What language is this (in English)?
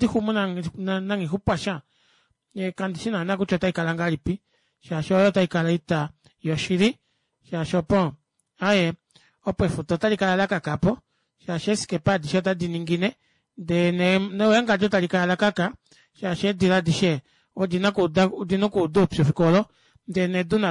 Kuanyama